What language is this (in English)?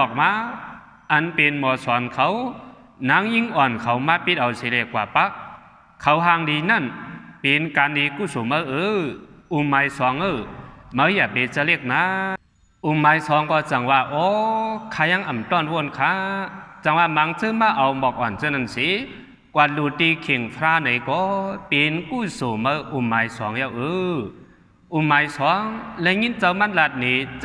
Shan